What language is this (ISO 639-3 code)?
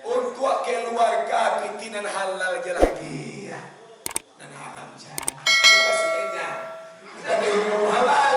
min